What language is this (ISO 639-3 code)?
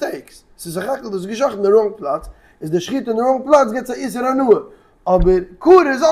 yid